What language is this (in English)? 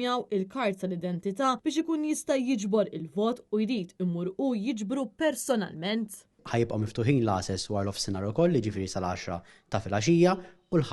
Maltese